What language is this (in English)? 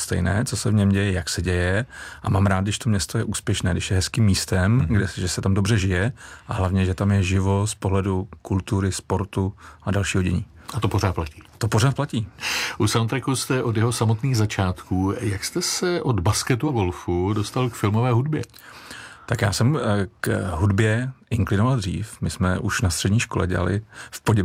Czech